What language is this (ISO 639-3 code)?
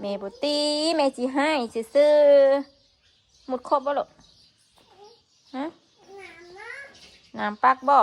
tts